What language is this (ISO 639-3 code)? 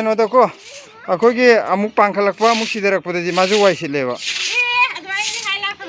mni